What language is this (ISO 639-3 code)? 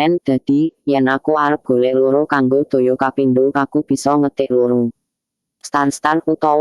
jav